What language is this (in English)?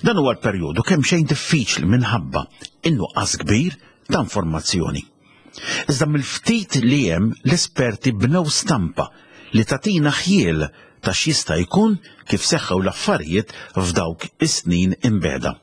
Maltese